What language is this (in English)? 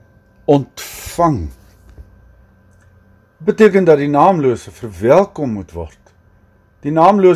Afrikaans